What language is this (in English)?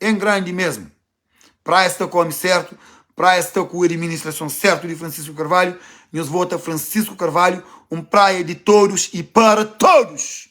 Kabuverdianu